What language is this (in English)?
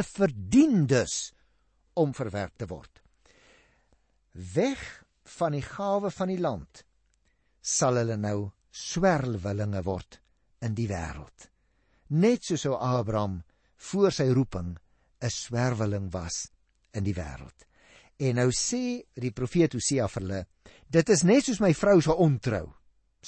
Afrikaans